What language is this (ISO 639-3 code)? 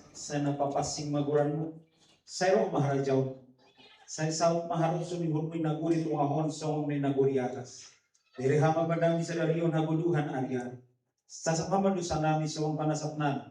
bts